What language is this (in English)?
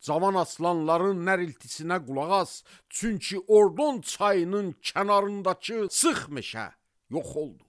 Azerbaijani